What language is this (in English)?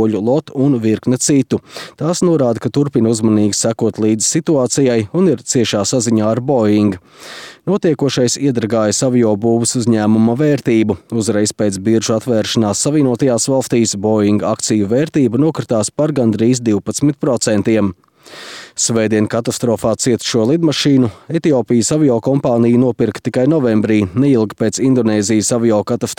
Latvian